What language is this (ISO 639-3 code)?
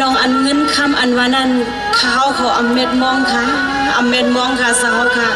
shn